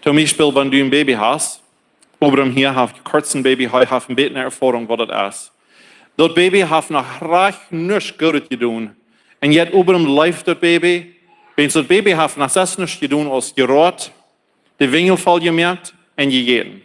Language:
Plautdietsch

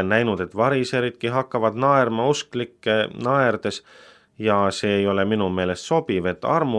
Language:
Estonian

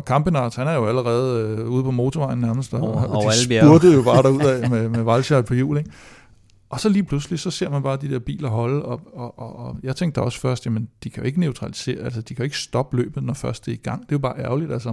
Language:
Danish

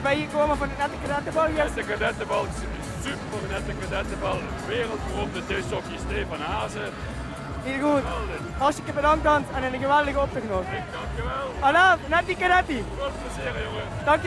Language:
Limburgish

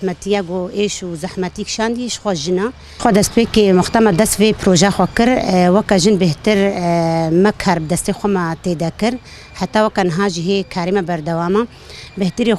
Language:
Kurdish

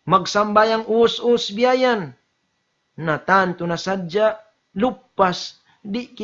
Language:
Tausug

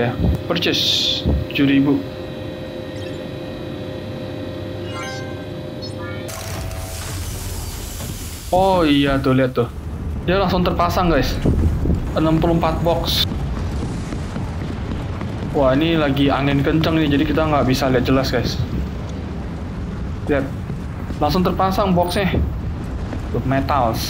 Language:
Indonesian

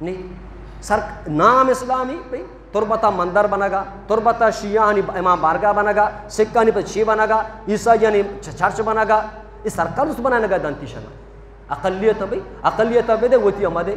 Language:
Eastern Balochi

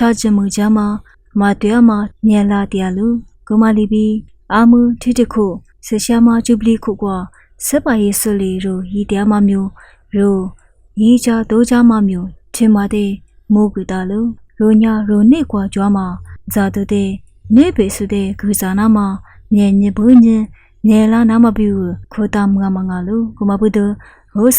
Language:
Lisu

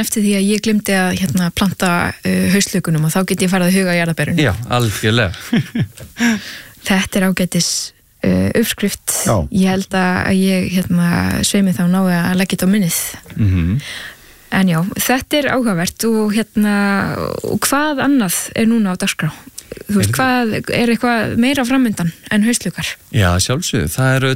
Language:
Icelandic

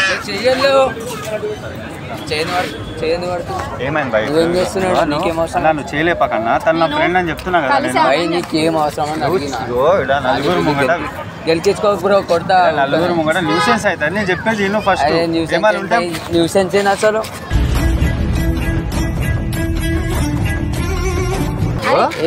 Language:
Telugu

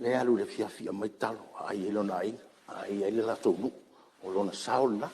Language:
Samoan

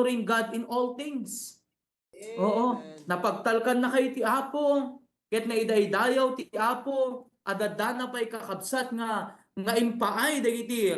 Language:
Iloko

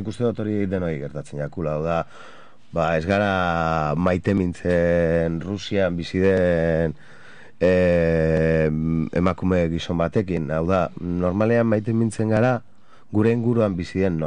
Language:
Basque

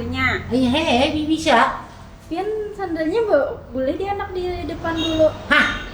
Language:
Banjar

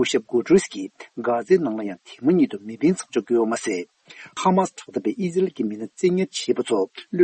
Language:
Tibetan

